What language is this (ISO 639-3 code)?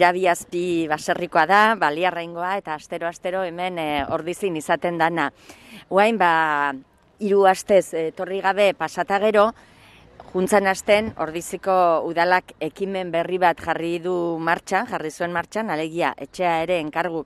eus